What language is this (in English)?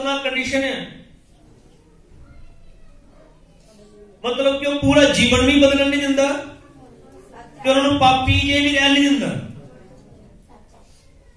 Punjabi